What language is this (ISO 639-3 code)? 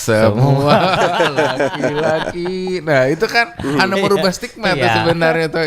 bjn